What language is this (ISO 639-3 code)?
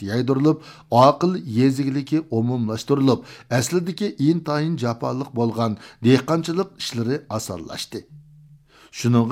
uig